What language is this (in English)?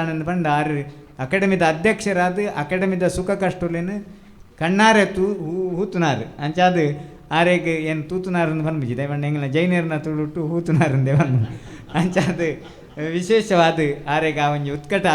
Tulu